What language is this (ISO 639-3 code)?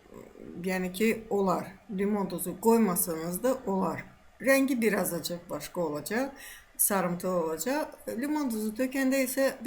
aze